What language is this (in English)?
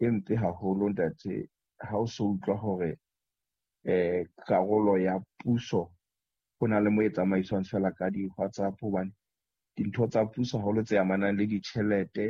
Southern Sotho